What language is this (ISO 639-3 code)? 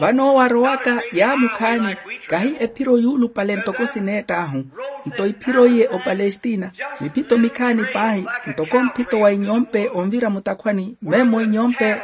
vmw